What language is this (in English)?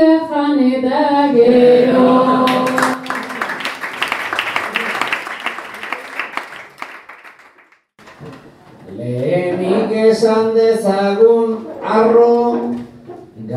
Basque